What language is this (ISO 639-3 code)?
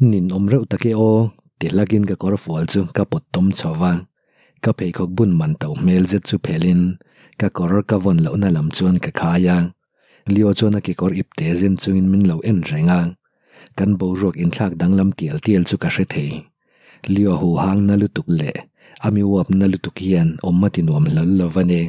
lus